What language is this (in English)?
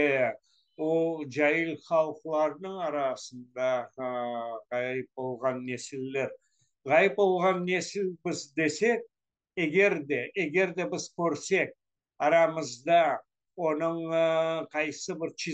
Crimean Tatar